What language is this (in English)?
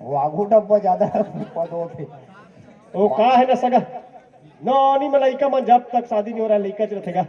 Chhattisgarhi